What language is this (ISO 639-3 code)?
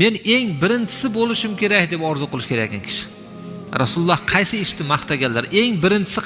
uzb